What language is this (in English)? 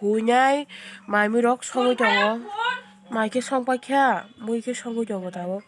Kok Borok